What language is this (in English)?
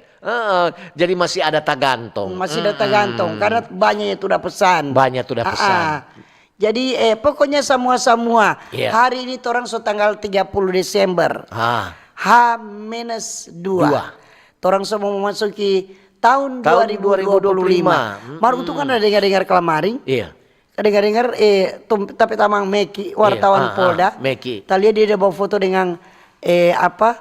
Manado Malay